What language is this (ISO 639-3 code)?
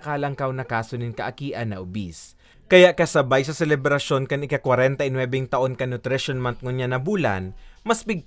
bik